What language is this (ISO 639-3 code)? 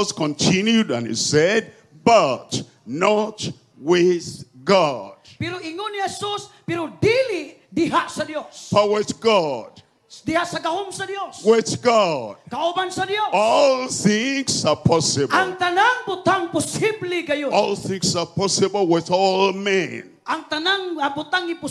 ceb